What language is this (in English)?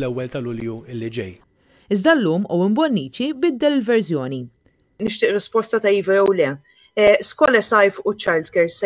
Maltese